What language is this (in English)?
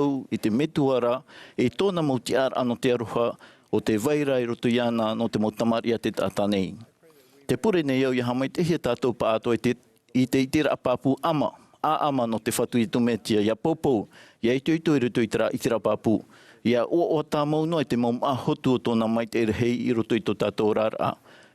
Tahitian